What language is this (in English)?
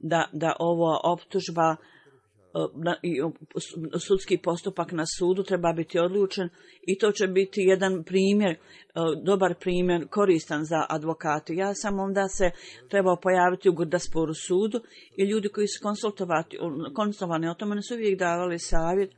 Bosnian